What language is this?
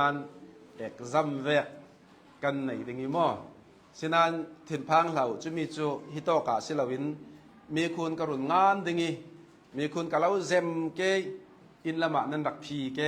Hakha Chin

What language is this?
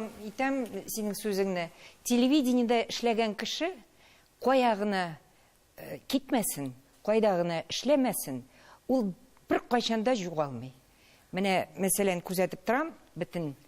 Tatar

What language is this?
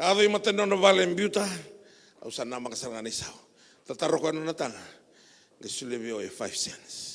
Fijian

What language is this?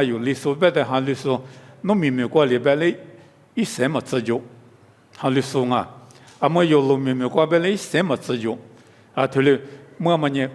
Lisu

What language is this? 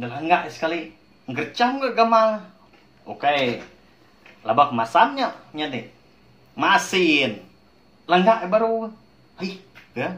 Iban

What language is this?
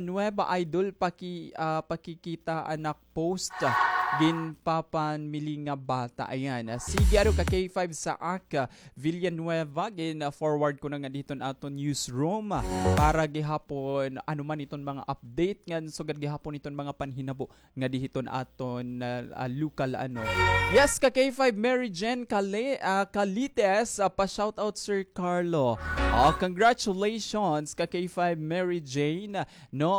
Waray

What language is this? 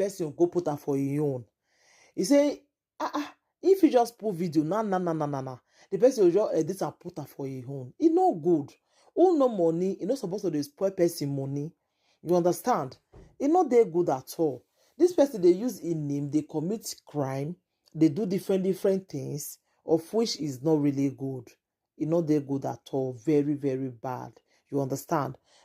Nigerian Pidgin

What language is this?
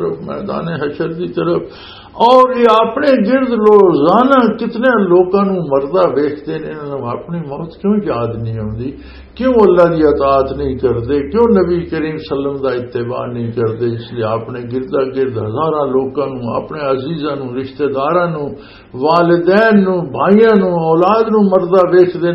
Western Panjabi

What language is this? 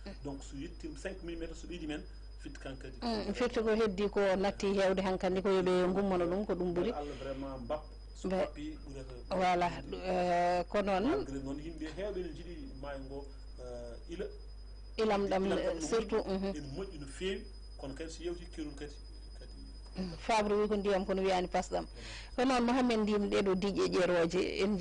Fula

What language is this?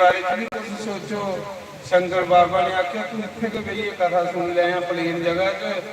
Dogri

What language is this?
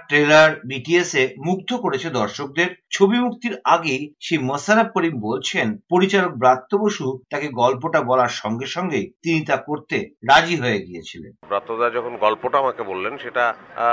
Bangla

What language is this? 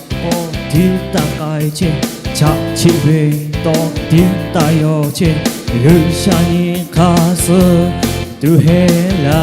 Lahu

